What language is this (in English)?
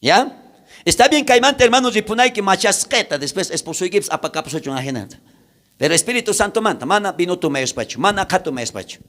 South Bolivian Quechua